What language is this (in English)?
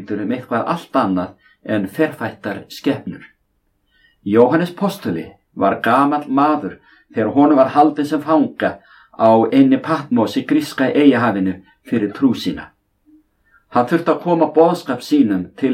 Icelandic